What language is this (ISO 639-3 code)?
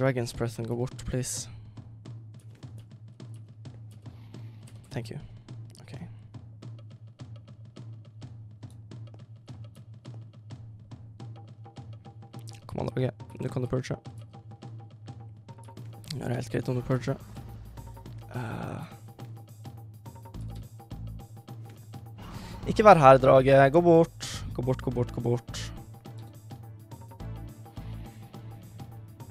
nor